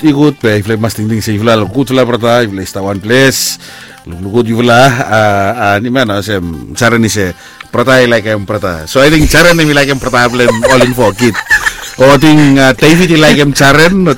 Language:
Bislama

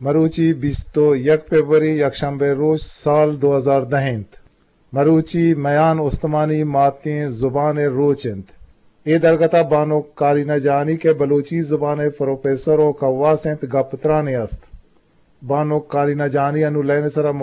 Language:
Eastern Balochi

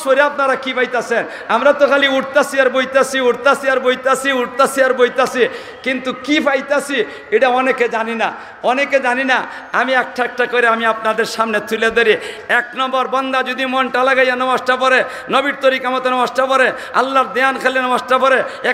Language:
Sylheti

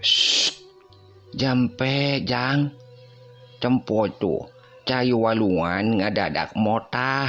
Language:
Sundanese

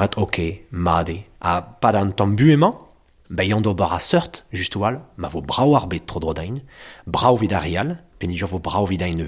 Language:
Breton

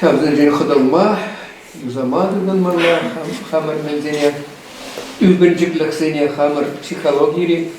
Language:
Chuvash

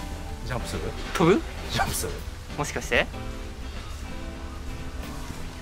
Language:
Japanese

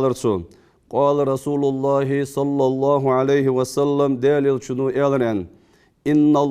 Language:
Ingush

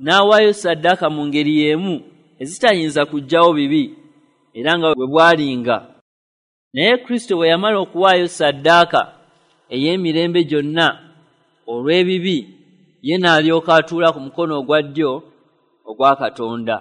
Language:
Ganda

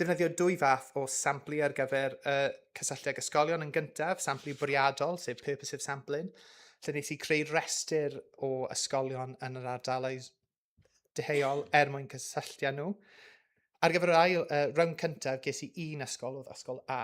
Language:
Welsh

